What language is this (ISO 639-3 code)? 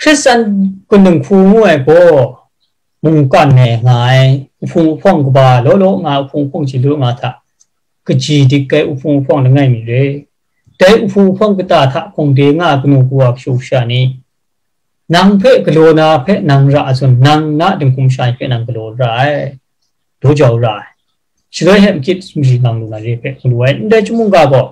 kac